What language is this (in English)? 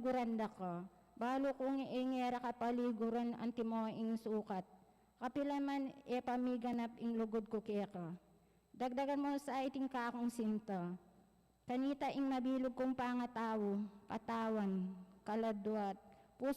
Pampanga